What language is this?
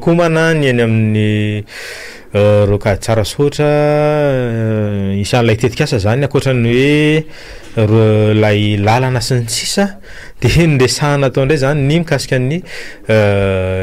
Malagasy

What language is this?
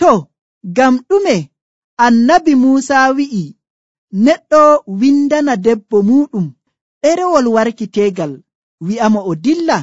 Nigerian Fulfulde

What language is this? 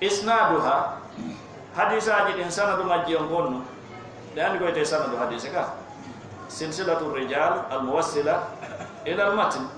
Fula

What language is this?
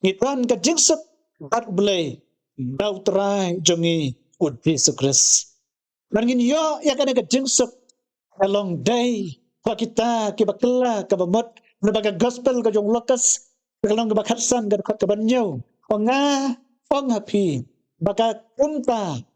Khasi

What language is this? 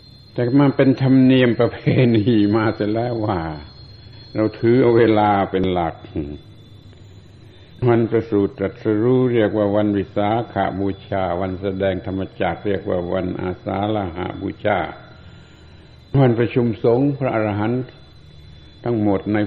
Thai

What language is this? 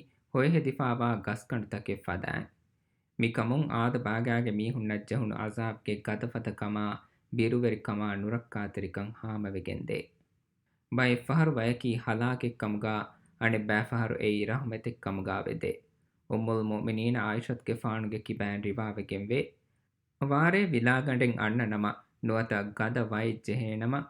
Divehi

